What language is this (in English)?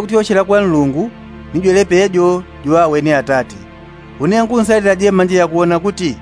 Yao